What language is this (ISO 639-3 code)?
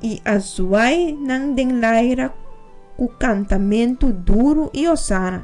pap